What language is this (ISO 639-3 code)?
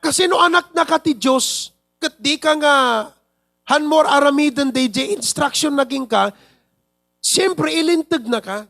ilo